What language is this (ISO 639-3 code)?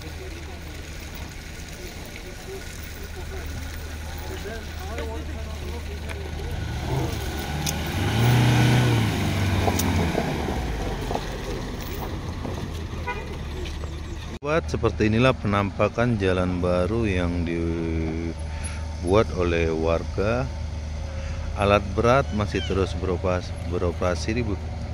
ind